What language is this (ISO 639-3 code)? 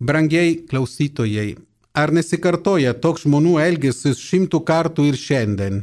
lit